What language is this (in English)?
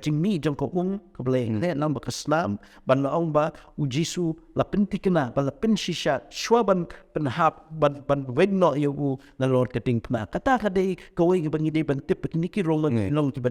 Khasi